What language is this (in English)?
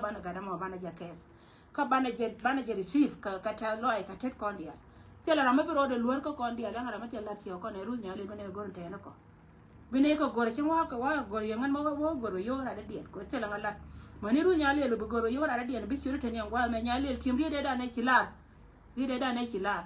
Nuer